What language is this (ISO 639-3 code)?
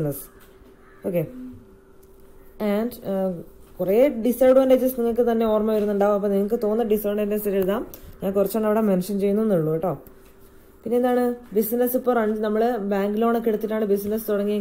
mal